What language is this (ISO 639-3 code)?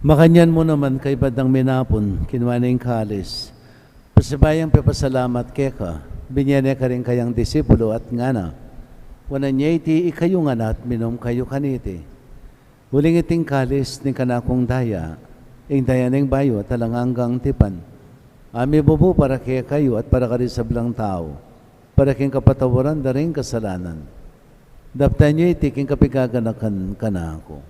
pam